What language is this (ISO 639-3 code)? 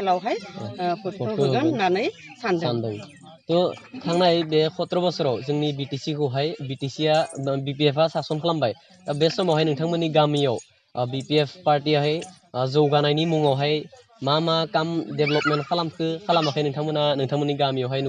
brx